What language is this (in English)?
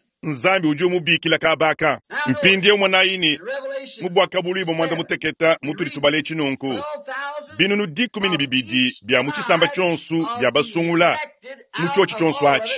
Luba-Lulua